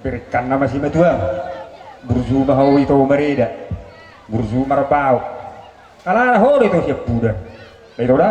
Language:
Batak Toba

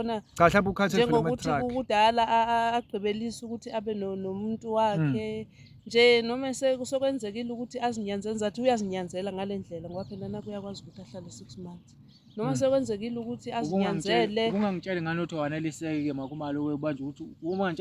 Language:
Zulu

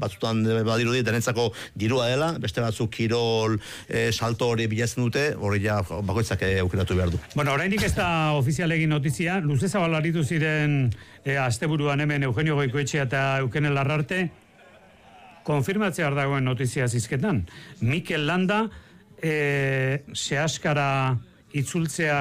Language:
Basque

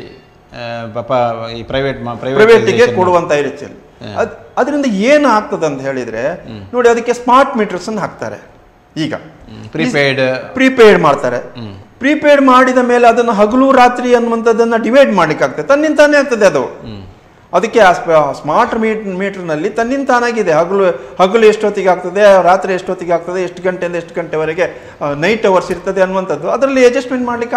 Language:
Kannada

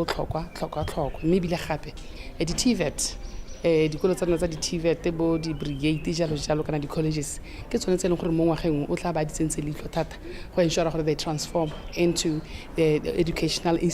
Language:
Tswana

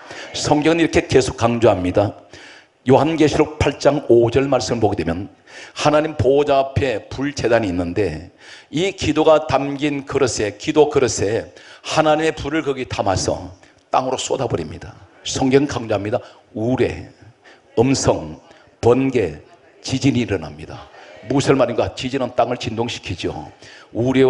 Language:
Korean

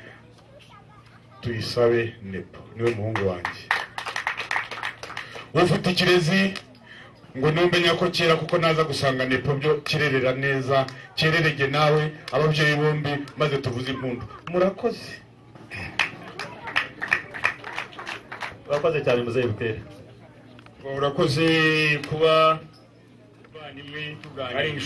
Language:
Kinyarwanda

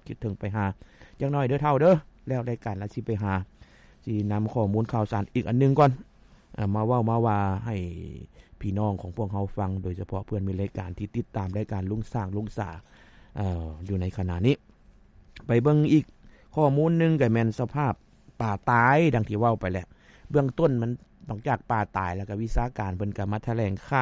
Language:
Lao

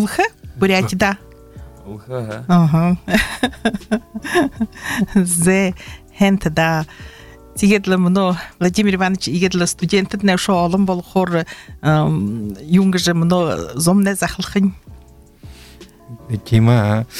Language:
Buriat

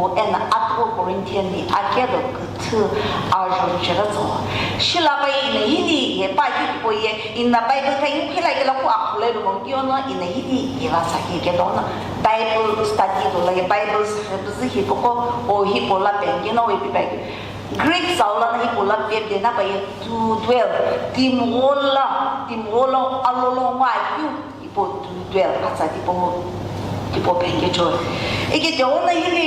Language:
Sumi Naga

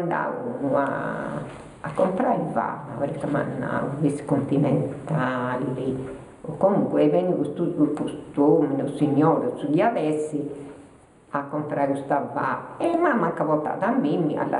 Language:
Sardinian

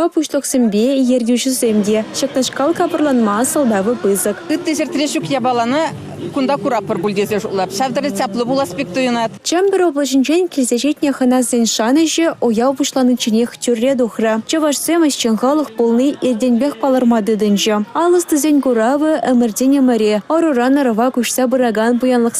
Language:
Chuvash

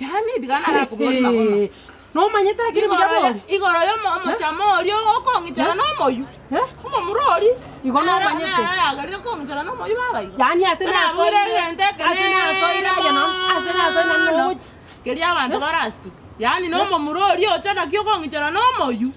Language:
Gusii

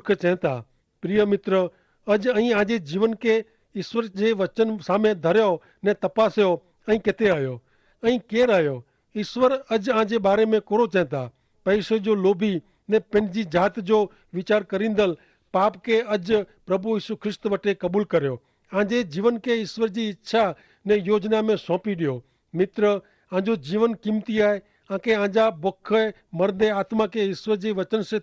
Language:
Kachhi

